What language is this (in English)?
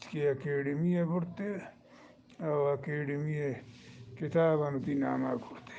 Eastern Balochi